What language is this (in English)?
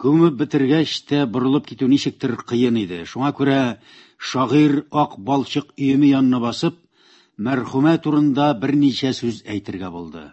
Tatar